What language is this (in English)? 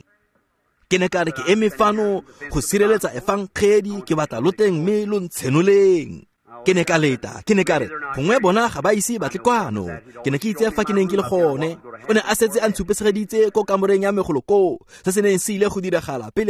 Tswana